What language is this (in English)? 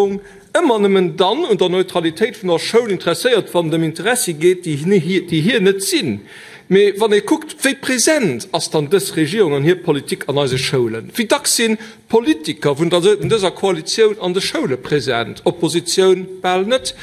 Luxembourgish